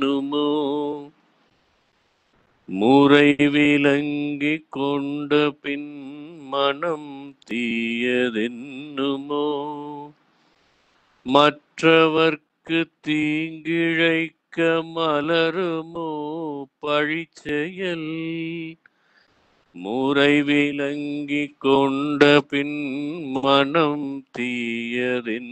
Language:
Tamil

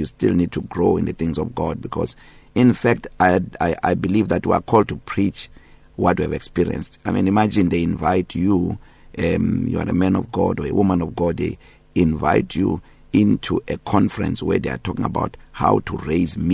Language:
English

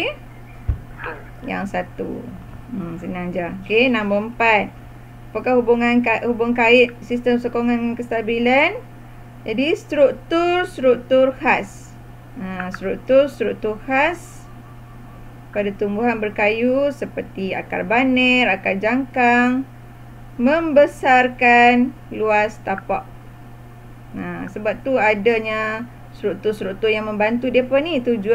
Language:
Malay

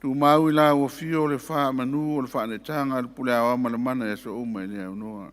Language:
Samoan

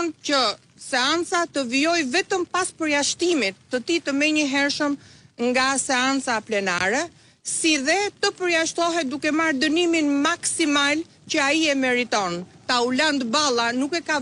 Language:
Albanian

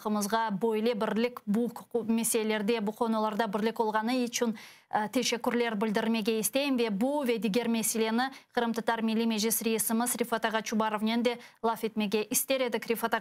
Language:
Crimean Tatar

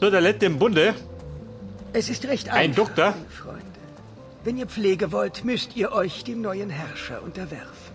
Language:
Bavarian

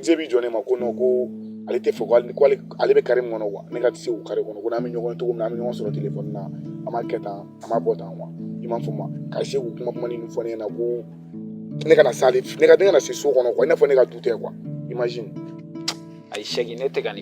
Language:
Bambara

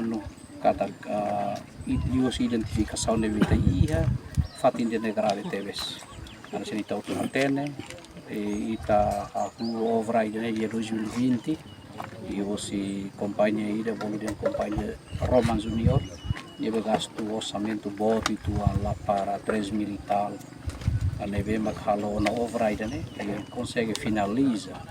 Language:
Tetum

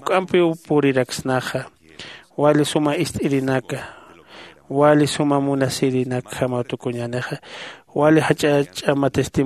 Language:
Aymara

